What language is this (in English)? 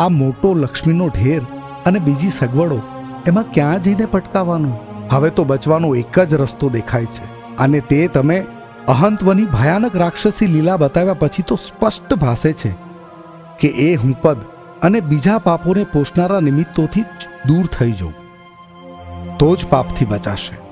Gujarati